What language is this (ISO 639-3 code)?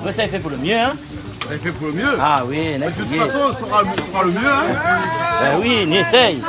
rcf